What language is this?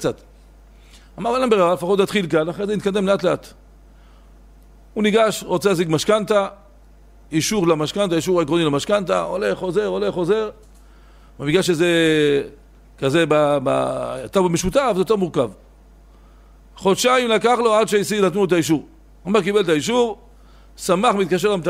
Hebrew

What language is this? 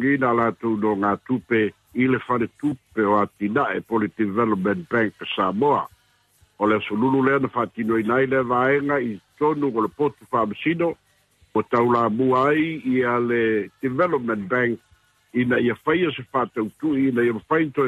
Samoan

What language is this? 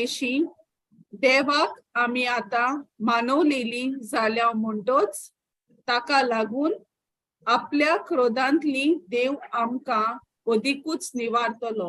Konkani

